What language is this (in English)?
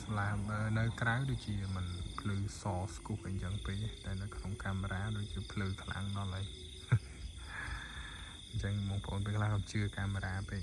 Khmer